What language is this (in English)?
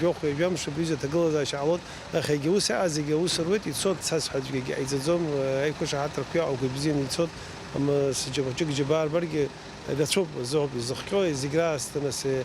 Abkhazian